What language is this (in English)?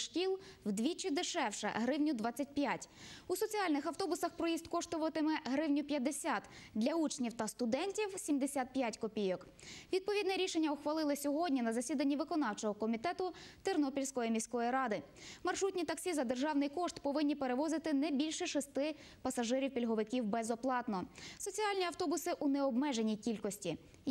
Ukrainian